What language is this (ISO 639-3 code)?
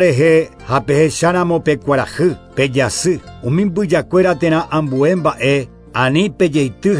grn